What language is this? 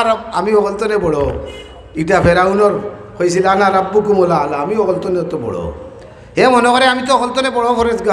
Sylheti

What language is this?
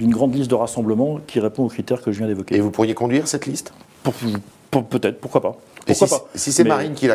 French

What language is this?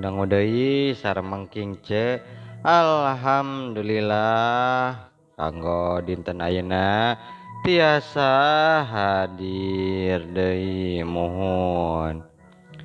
Sundanese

